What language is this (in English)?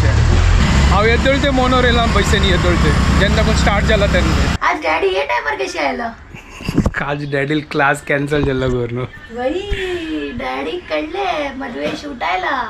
Konkani